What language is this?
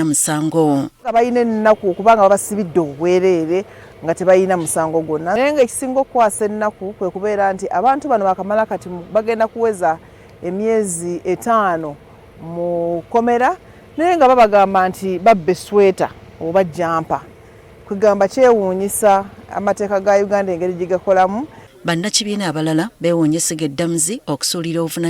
Ganda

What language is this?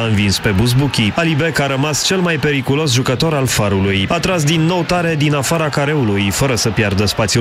Romanian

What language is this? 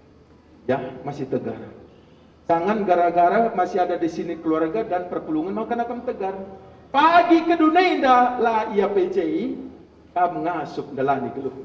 Batak Karo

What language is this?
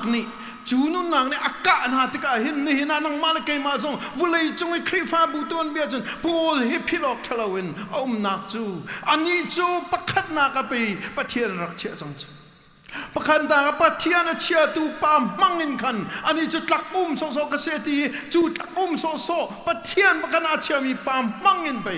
Hakha Chin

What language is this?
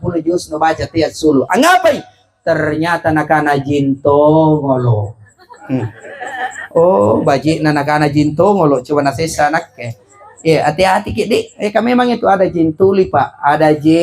Makasar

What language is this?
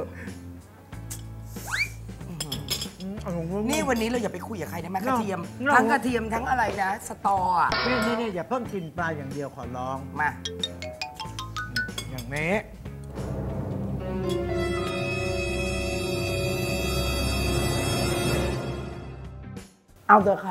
Thai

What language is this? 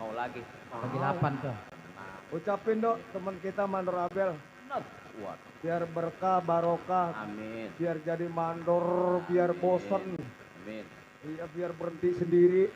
Betawi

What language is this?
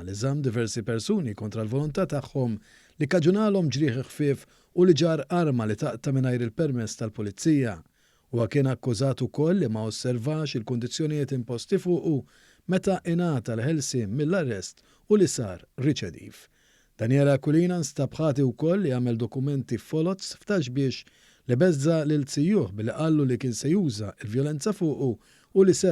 Maltese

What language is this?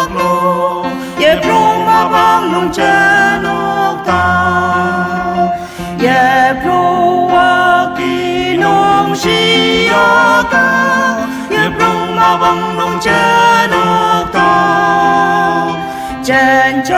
Ao Naga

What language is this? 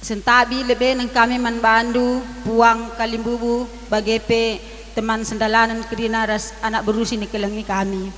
Batak Karo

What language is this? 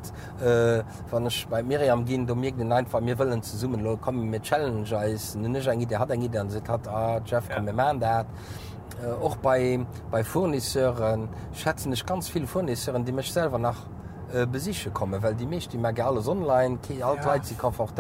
Luxembourgish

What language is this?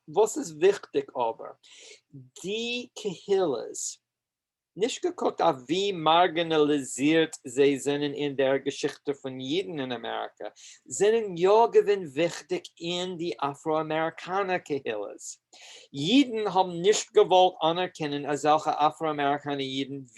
Yiddish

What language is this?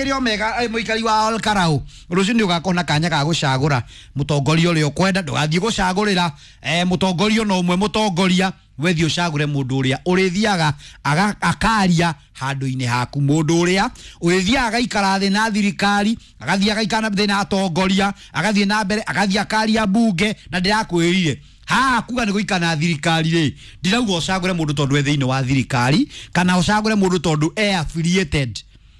Kikuyu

